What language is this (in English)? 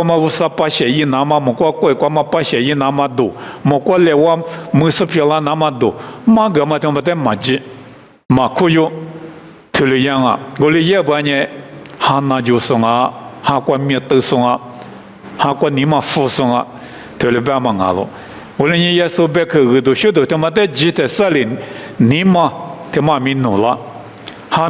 Lisu